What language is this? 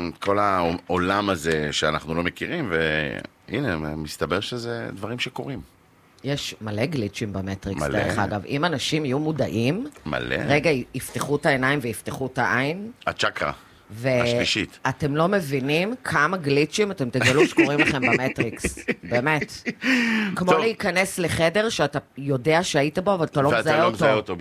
Hebrew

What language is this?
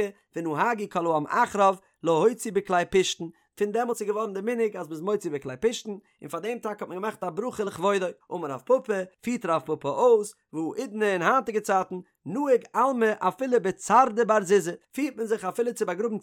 Yiddish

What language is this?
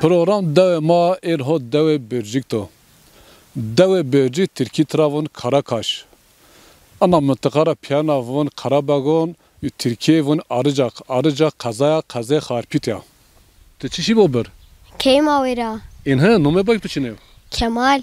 Zaza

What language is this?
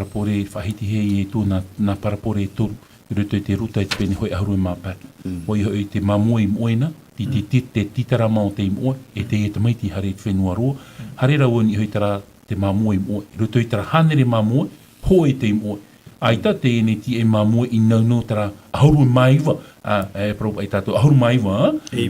Tahitian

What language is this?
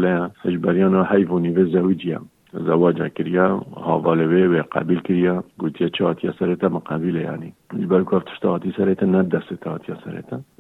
Kurdish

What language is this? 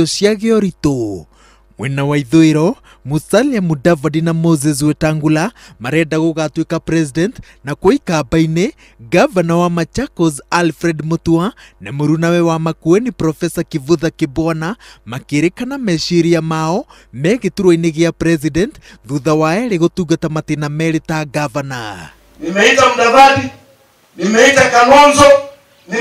Kikuyu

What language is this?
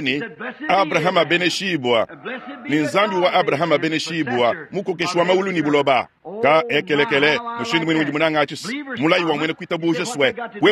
Luba-Lulua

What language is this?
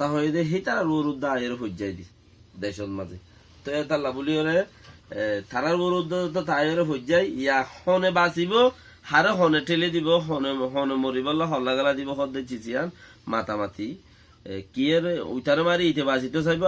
Rohingya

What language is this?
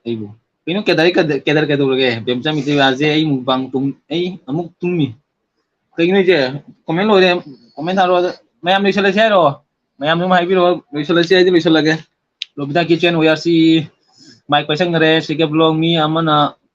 Manipuri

